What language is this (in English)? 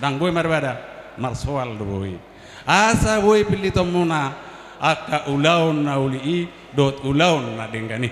Batak Toba